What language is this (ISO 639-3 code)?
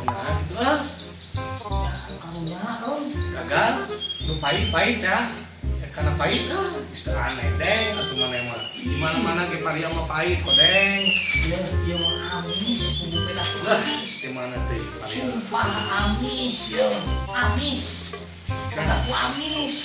sun